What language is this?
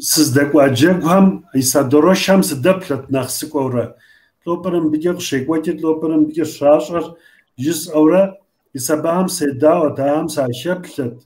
Kabardian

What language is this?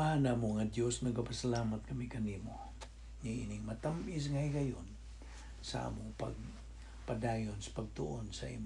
Cebuano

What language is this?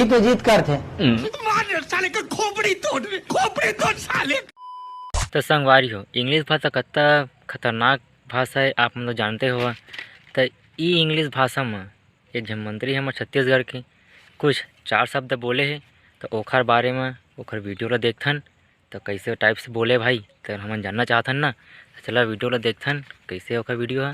Chhattisgarhi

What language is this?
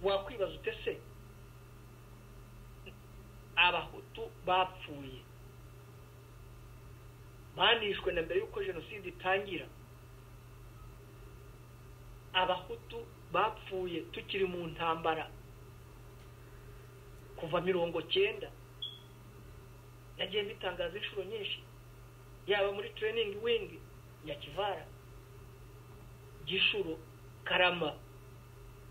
Kinyarwanda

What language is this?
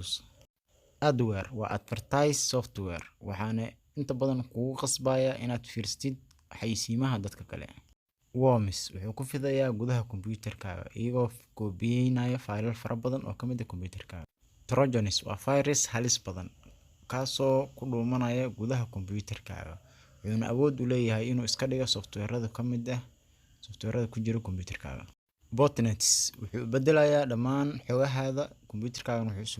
Somali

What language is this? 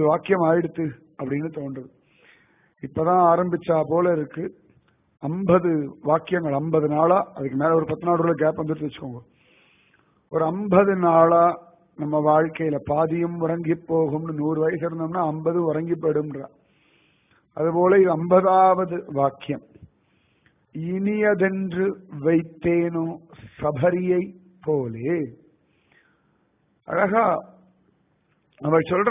Tamil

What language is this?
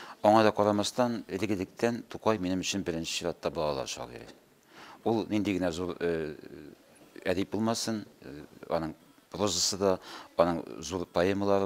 Tatar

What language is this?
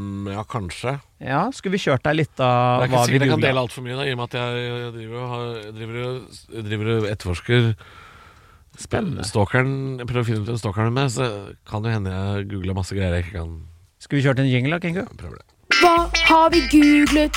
Norwegian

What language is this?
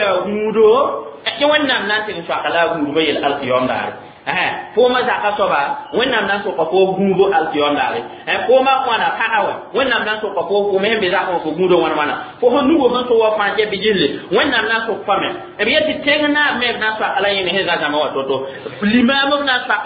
Mossi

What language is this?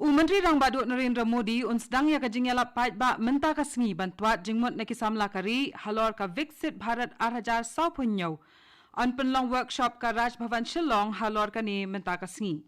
Khasi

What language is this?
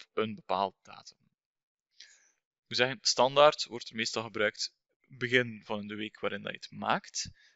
Dutch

